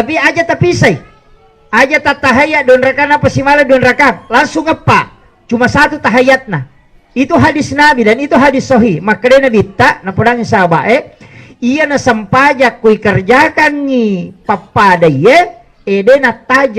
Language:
Buginese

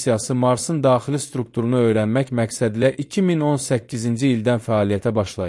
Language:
Azerbaijani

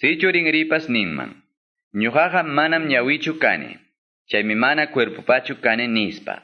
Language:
Quechua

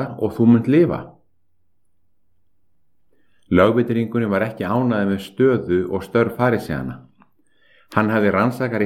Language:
Icelandic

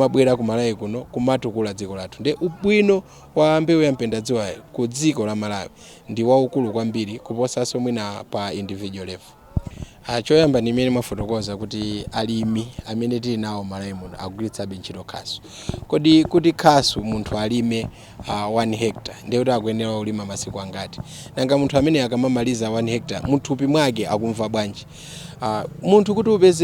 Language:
Nyanja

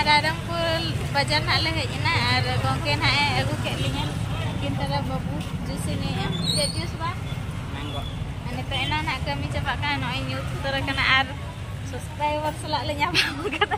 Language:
Santali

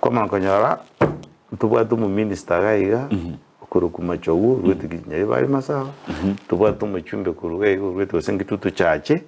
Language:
Gusii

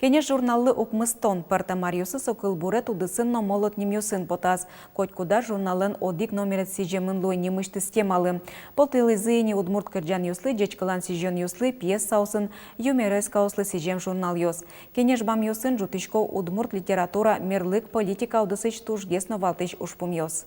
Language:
Udmurt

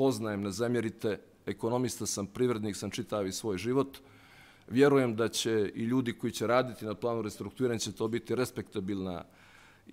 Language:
Bosnian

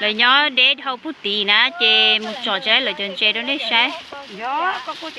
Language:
Hmong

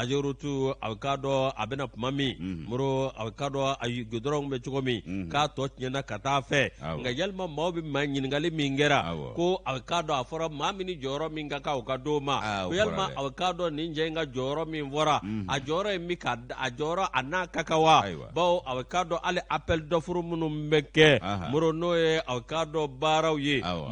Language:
Bambara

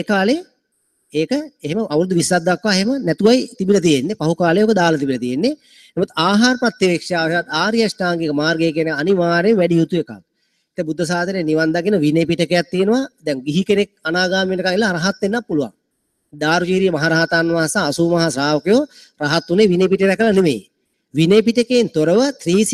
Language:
Sinhala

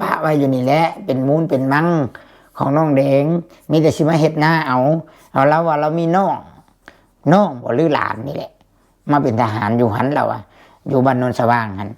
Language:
Lao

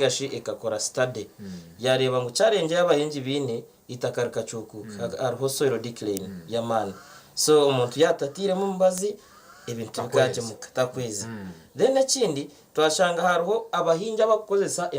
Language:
Nyankole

